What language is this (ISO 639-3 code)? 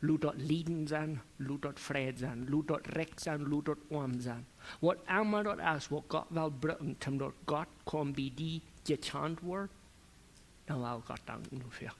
pdt